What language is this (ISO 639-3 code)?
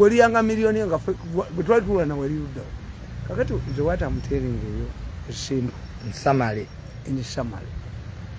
lug